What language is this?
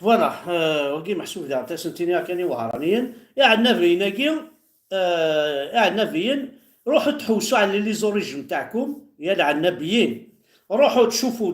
Kabyle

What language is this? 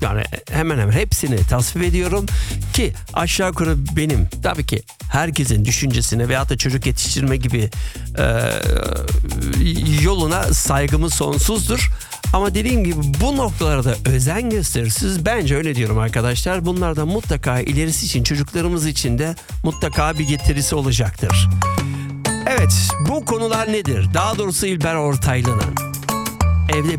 Turkish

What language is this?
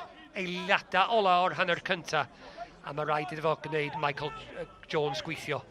Welsh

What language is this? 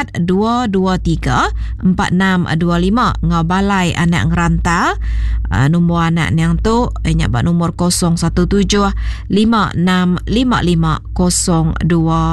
Iban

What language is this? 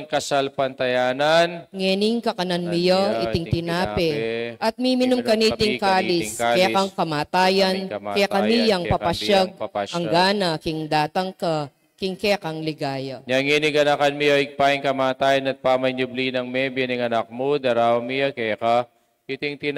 Pampanga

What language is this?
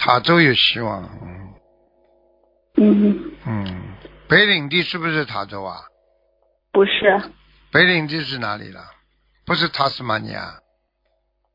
Chinese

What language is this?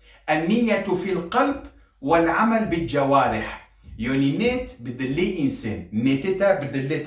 Kurdish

